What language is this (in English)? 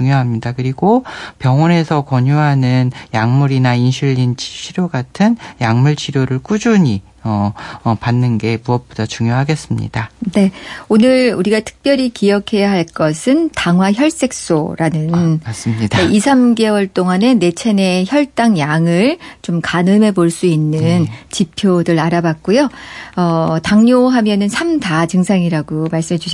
Korean